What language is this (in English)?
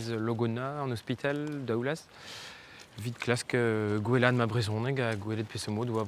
Breton